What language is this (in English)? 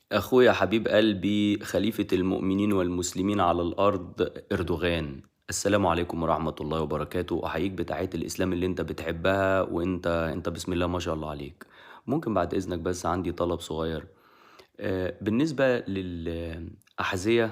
Egyptian Arabic